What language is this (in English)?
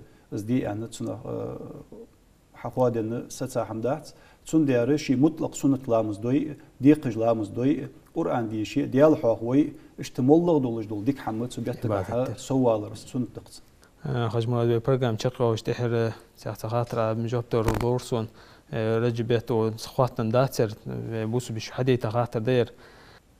Ingush